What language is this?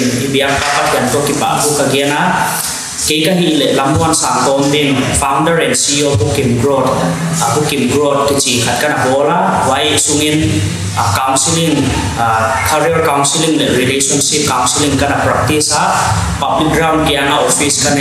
Paite Chin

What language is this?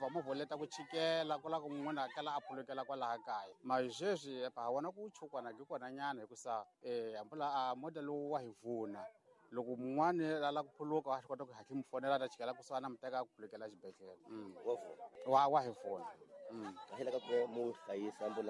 Tsonga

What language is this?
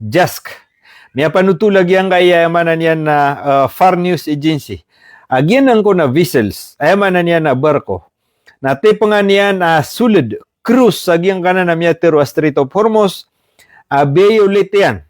Maranao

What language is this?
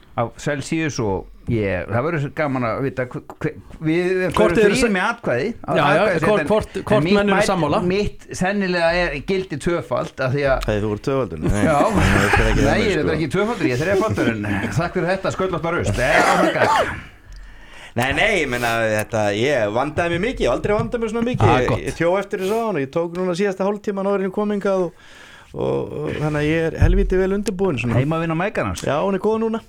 Icelandic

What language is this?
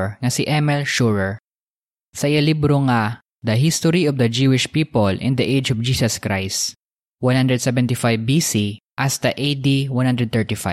Hiligaynon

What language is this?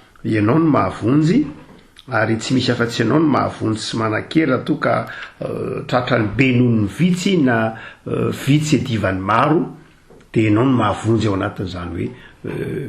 Malagasy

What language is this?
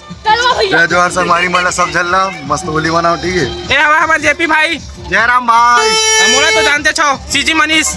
Chhattisgarhi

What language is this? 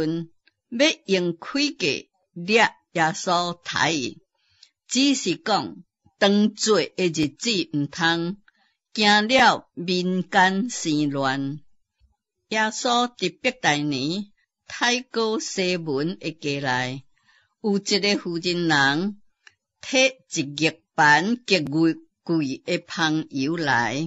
Min Nan Chinese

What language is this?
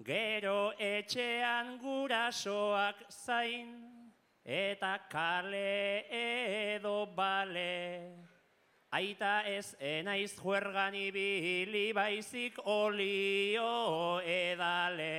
Basque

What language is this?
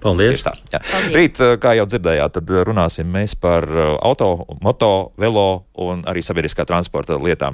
Latvian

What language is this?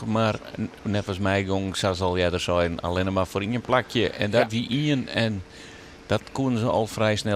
Western Frisian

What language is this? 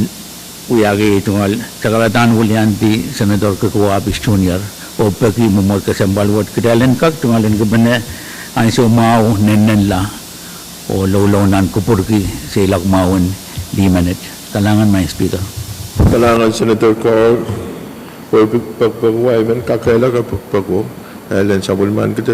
Pohnpeian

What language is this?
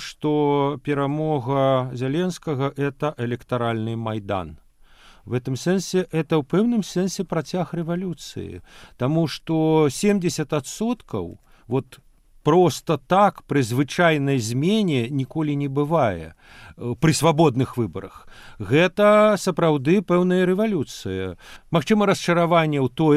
Belarusian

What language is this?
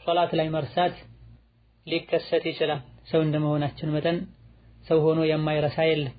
Amharic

